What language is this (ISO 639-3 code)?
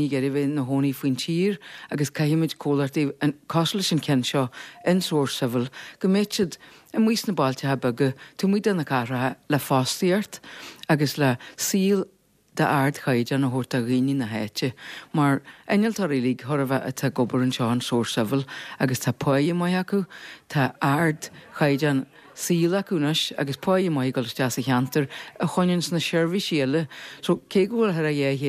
gle